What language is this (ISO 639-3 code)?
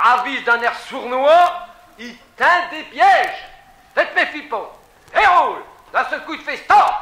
pcd